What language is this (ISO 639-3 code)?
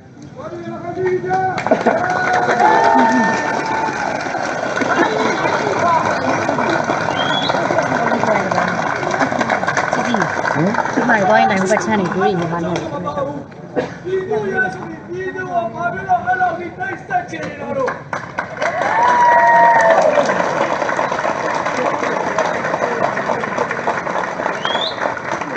mya